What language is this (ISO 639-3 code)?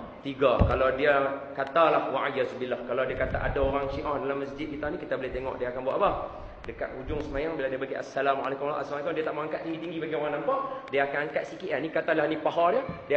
msa